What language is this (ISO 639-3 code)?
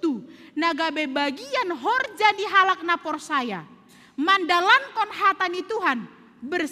bts